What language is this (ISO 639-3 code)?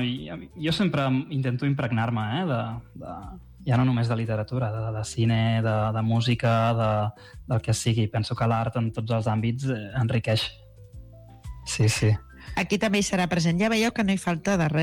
cat